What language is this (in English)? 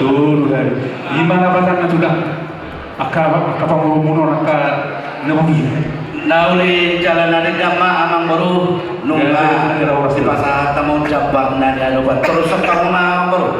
Batak Toba